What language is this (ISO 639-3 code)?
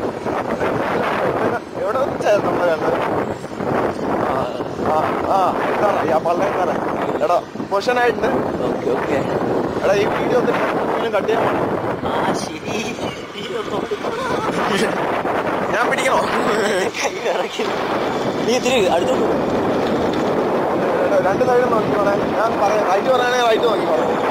mal